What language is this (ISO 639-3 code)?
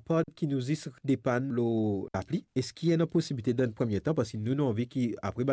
mfe